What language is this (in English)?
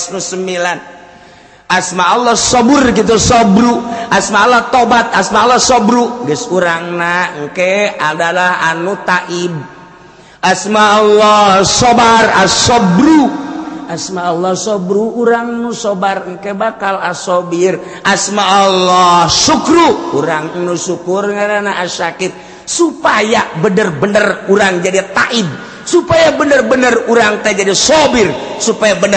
Sundanese